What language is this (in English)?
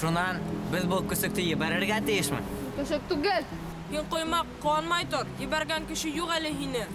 Bashkir